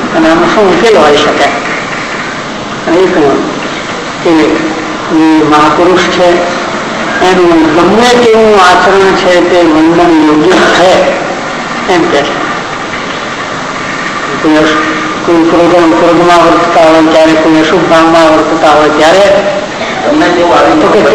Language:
Gujarati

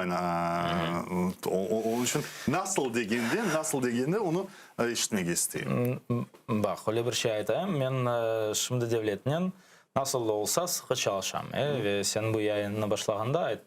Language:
Crimean Tatar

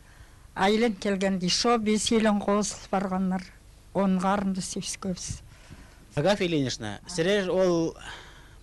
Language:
Khakas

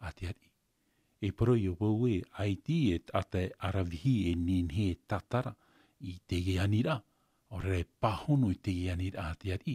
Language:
Tahitian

